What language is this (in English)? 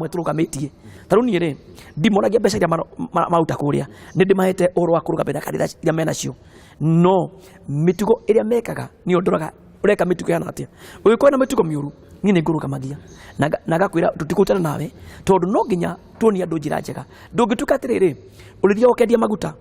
Kikuyu